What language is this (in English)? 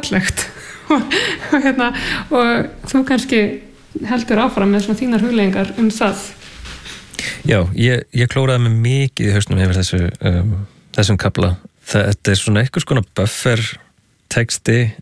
Icelandic